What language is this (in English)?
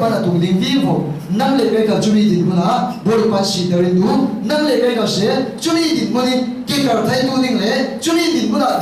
Falam Chin